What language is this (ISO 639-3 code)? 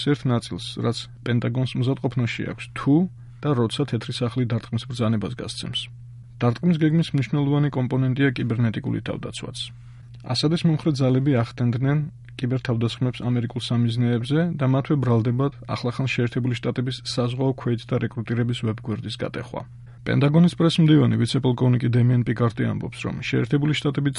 kat